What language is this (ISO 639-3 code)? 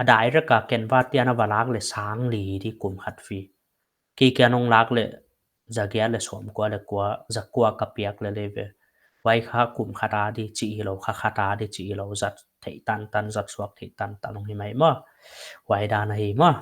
pck